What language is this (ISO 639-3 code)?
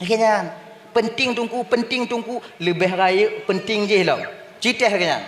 ace